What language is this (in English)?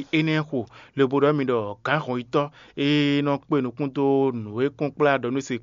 Fon